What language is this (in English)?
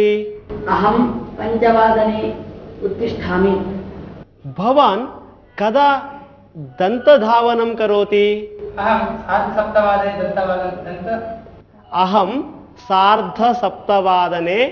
Sanskrit